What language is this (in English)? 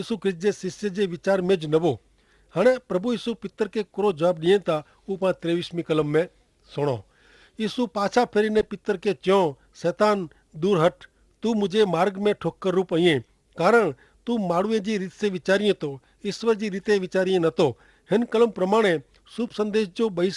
Kachhi